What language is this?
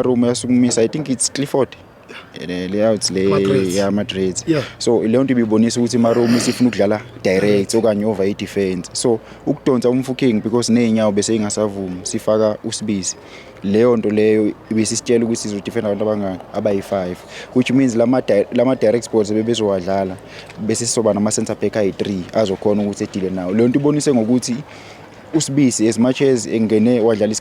Zulu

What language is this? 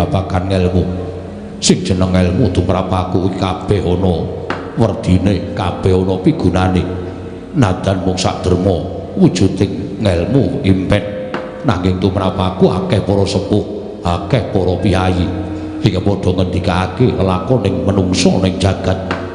Javanese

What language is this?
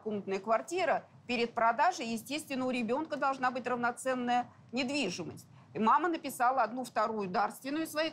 Russian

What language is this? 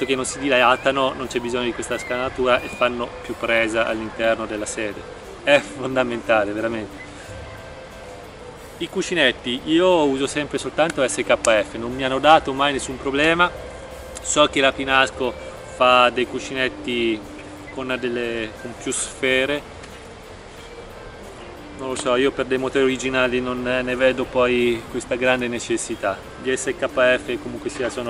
Italian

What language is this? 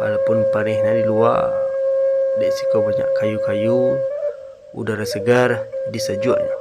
Minangkabau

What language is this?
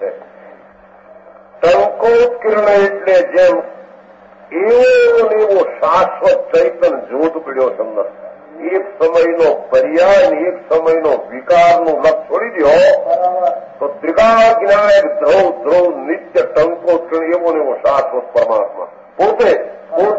Gujarati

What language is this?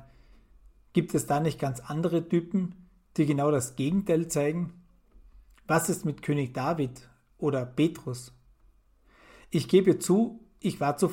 German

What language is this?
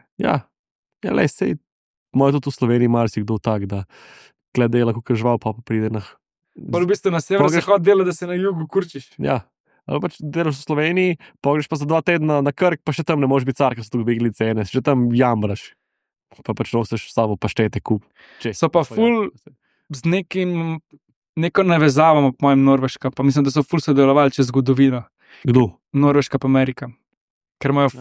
Slovenian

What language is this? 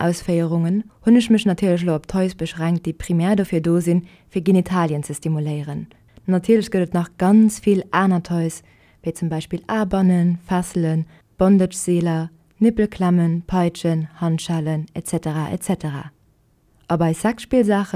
Luxembourgish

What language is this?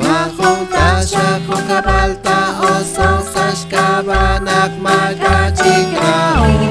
Kekchí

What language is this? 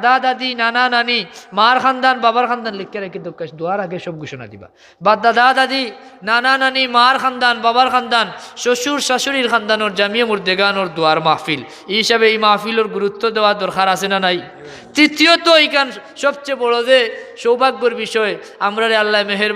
Sylheti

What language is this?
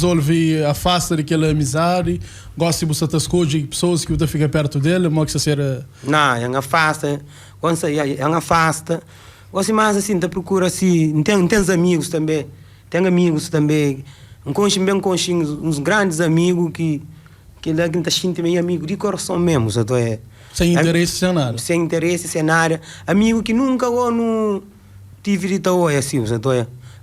Kabuverdianu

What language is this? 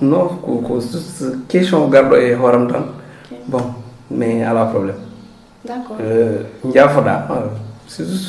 Fula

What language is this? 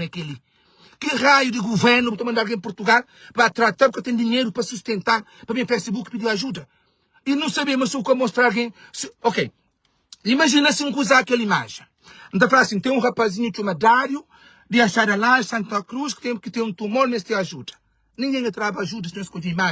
Kabuverdianu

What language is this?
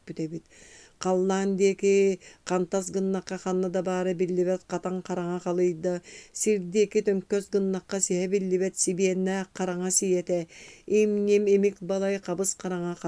Yakut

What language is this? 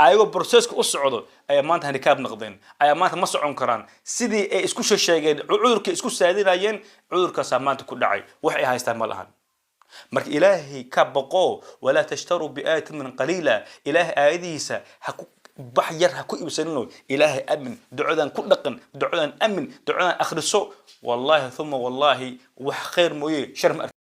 Somali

